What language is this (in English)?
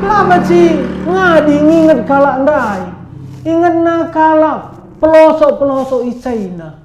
Batak Karo